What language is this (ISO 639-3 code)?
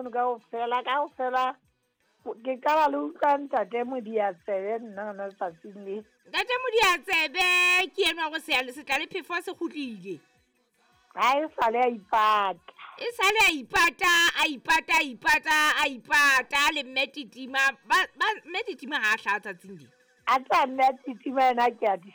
sot